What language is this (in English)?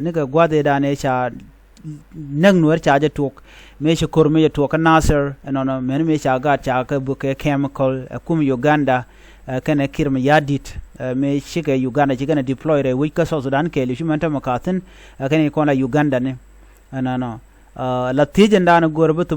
Nuer